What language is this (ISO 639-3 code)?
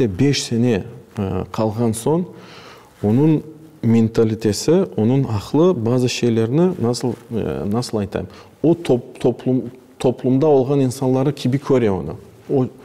crh